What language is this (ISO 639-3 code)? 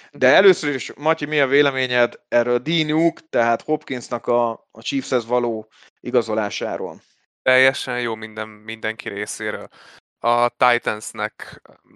hun